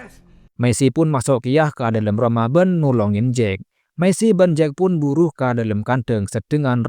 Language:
Madurese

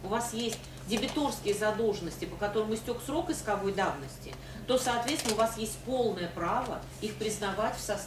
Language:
Russian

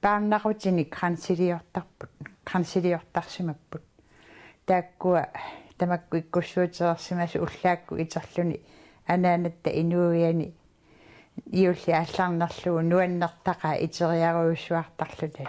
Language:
Kalaallisut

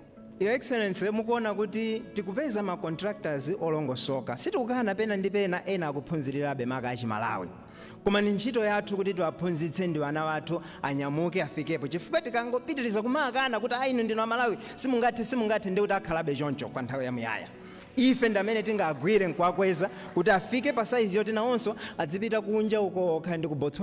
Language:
Nyanja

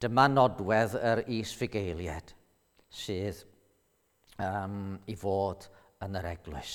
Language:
Welsh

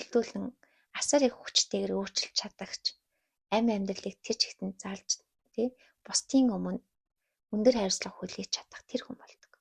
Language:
Mongolian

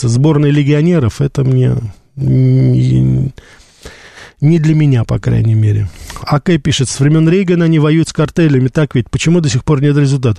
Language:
Russian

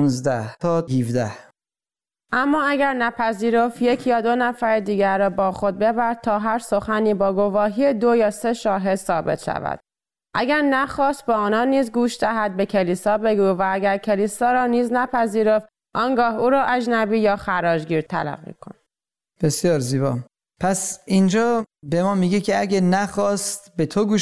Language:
Persian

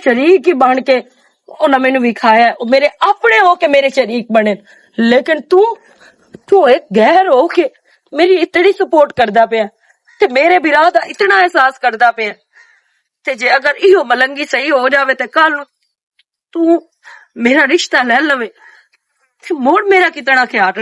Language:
Western Panjabi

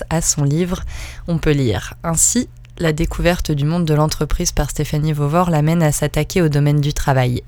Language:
French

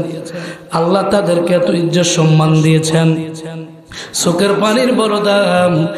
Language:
Bangla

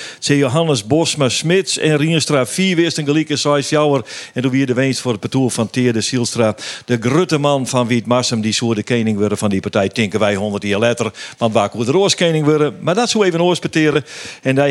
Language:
Western Frisian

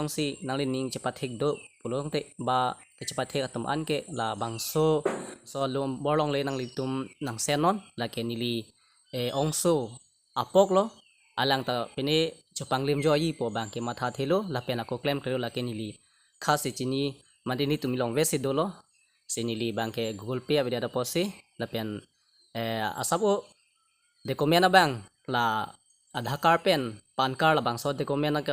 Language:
Karbi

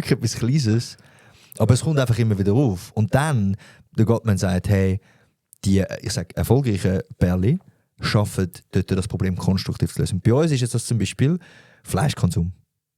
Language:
Swiss German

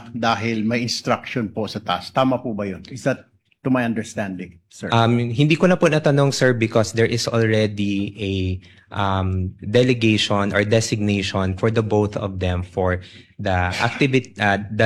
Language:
Filipino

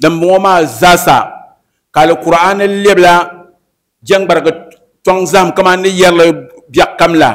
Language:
Dagbani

